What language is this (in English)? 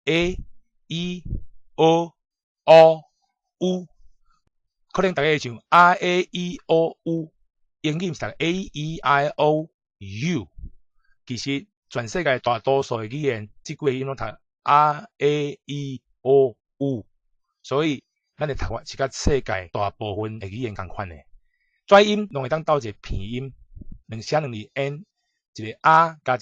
Min Nan Chinese